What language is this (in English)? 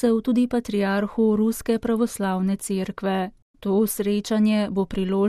Slovenian